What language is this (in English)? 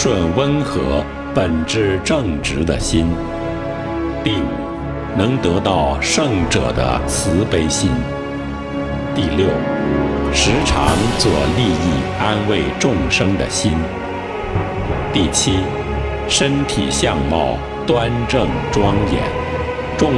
Chinese